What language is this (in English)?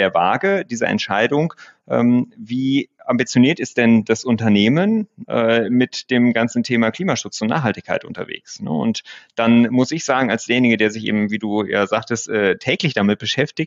German